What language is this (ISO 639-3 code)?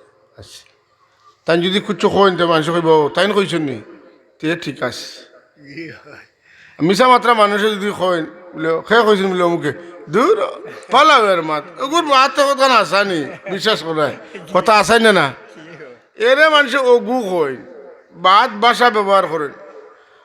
syl